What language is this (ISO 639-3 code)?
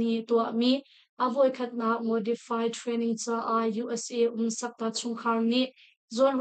cnh